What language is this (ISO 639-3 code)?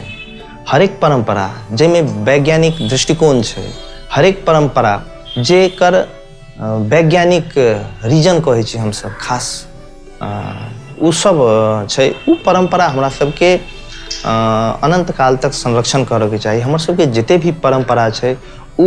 mai